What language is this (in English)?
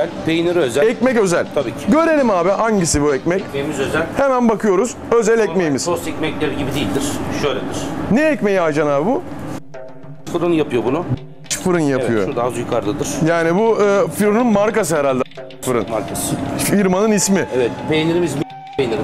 Turkish